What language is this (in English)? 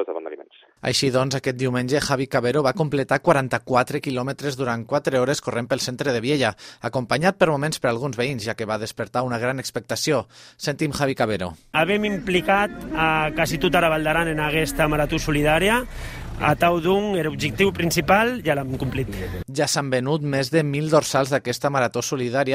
Catalan